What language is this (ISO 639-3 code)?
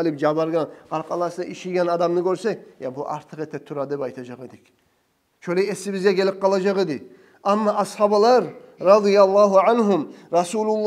kum